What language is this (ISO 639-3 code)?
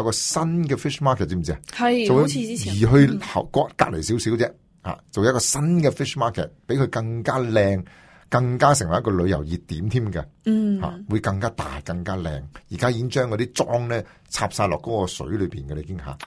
yue